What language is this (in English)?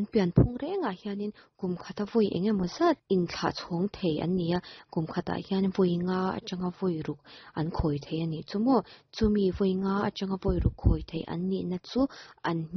Mizo